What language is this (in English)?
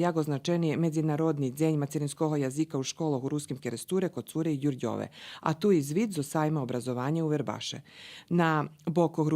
Rusyn